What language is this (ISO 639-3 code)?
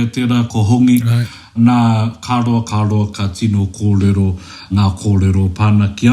mri